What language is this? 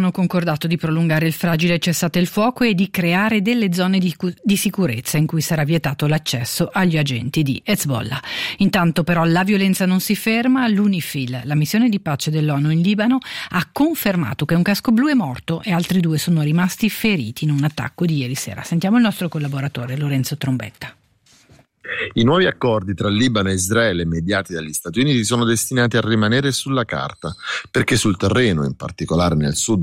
Italian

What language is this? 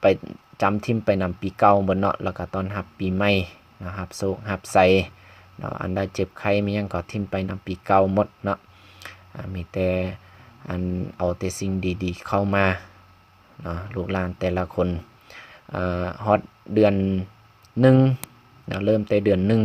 Lao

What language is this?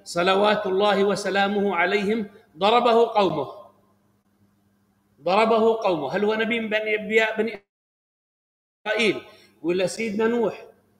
Arabic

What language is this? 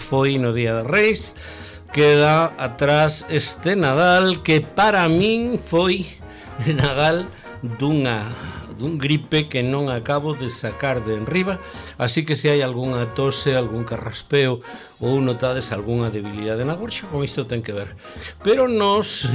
Galician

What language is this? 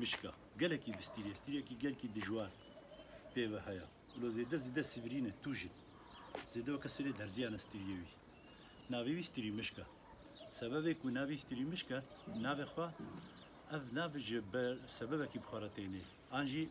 Kurdish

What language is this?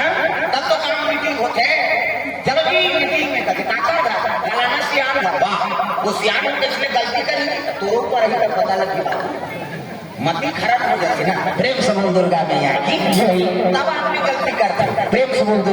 Chhattisgarhi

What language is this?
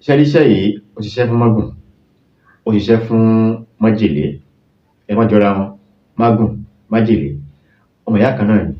Yoruba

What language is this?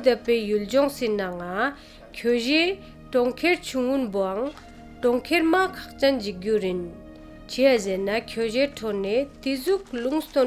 Ladakhi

